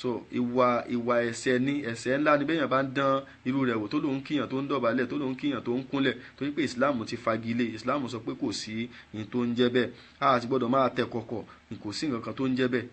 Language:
Yoruba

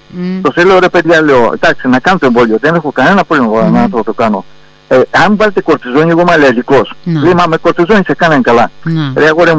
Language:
Greek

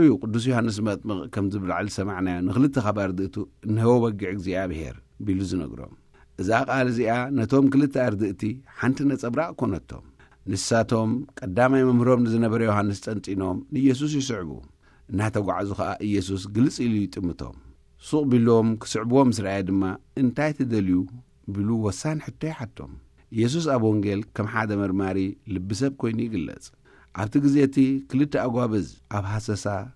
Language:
Tigrinya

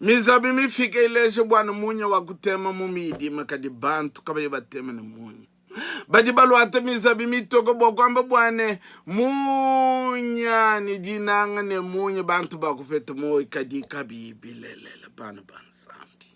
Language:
Luba-Lulua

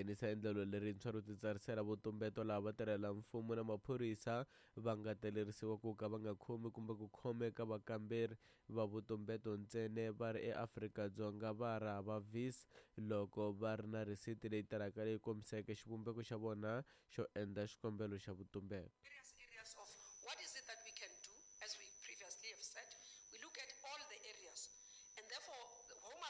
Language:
Tsonga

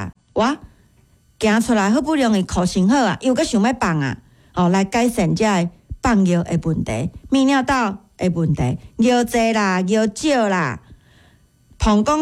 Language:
Min Nan Chinese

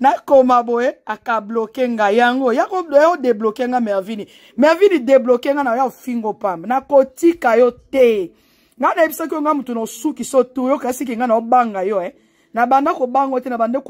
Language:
Lingala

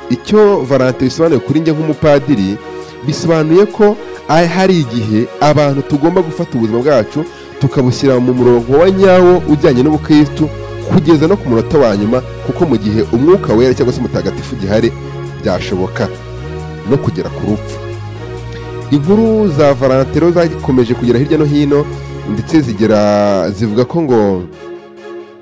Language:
Kinyarwanda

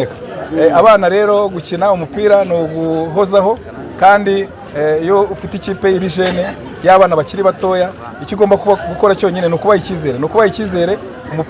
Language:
Kinyarwanda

